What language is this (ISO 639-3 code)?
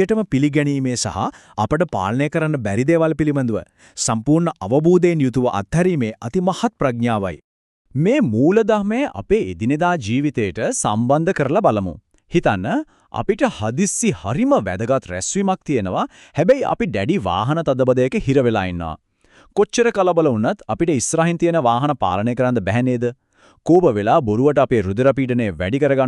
sin